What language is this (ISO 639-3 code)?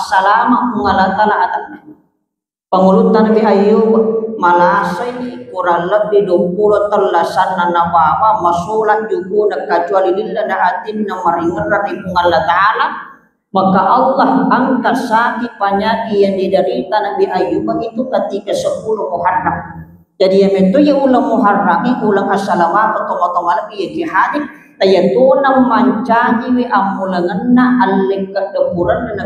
bug